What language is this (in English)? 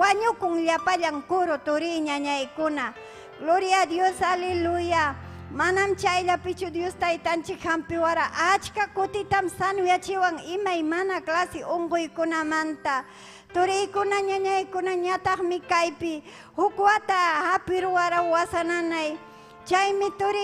Ayacucho Quechua